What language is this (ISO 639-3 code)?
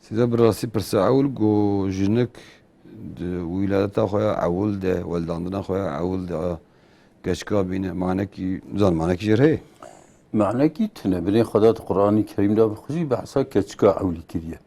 kur